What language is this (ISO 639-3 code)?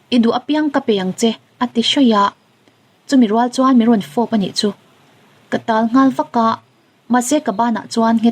lus